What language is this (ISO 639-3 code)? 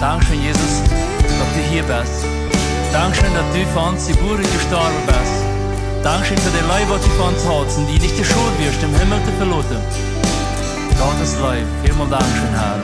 pdt